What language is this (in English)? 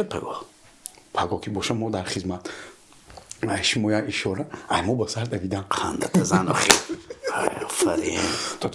Tajik